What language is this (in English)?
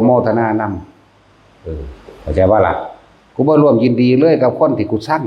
Northeastern Thai